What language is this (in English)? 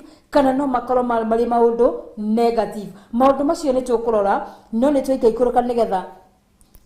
Kikuyu